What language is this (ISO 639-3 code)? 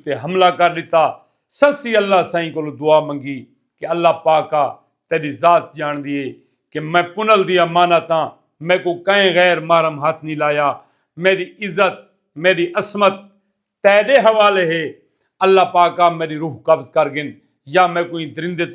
skr